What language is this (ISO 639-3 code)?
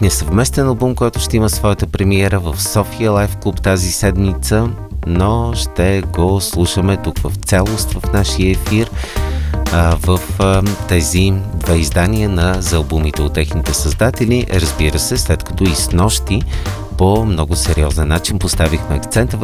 bul